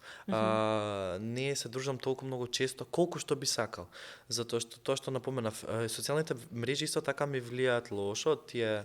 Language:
Macedonian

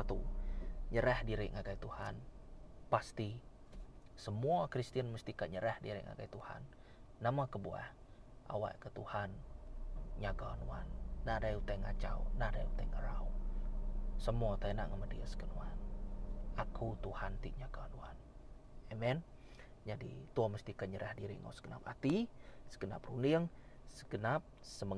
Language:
Iban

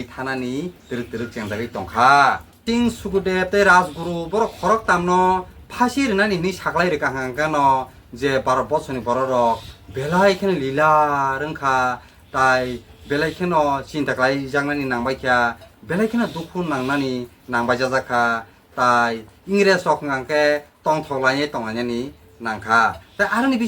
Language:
Kok Borok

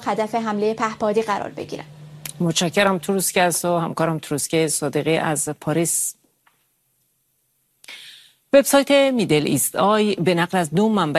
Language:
Persian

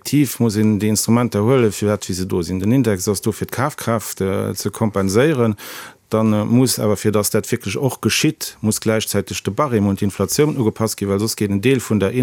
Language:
Luxembourgish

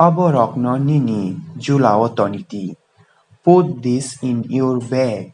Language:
Kok Borok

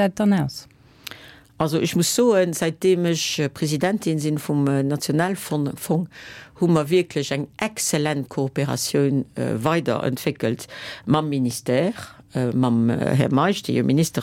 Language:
Luxembourgish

